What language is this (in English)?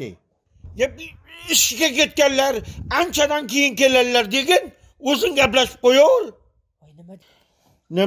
Uzbek